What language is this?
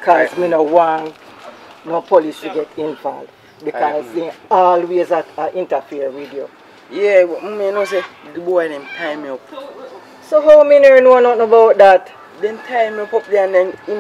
Jamaican Creole English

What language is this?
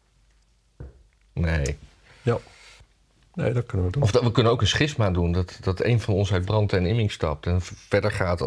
Dutch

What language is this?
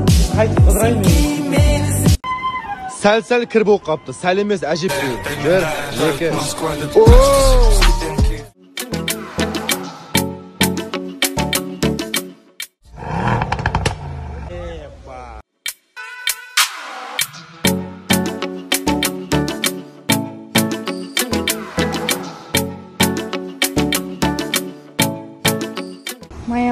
Kazakh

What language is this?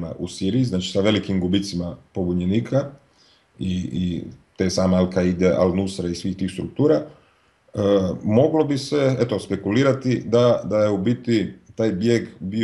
Croatian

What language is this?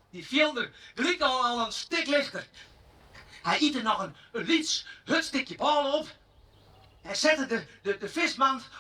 Western Frisian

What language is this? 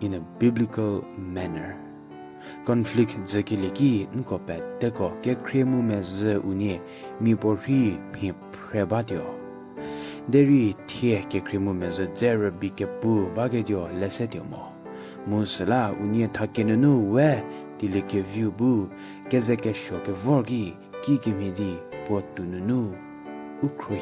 Angami Naga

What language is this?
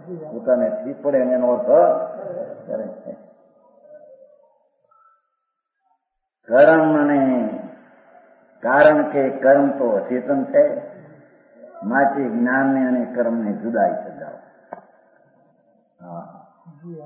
Gujarati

